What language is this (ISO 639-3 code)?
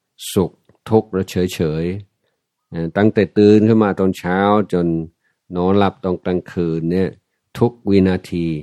tha